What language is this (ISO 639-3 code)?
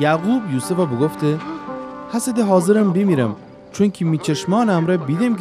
glk